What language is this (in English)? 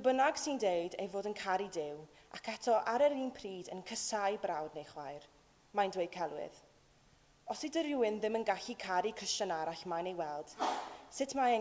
Welsh